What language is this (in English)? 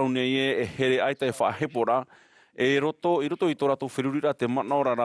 Tahitian